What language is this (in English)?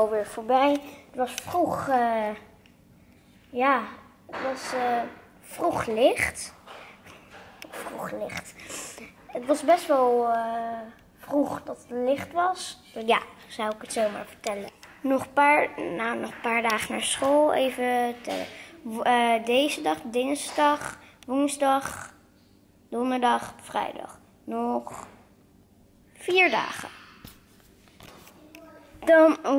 Dutch